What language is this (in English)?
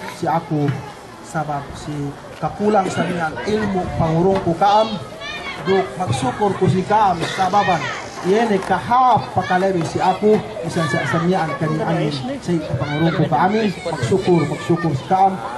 Yakan